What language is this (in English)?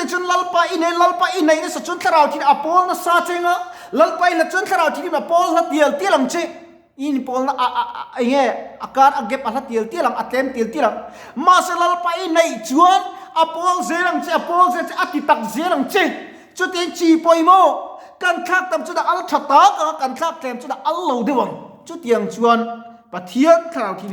Mizo